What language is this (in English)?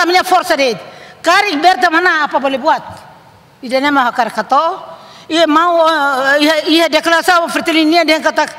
Tetum